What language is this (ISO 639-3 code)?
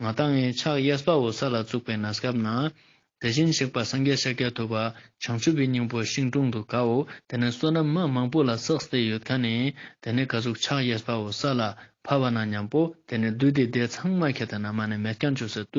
lbj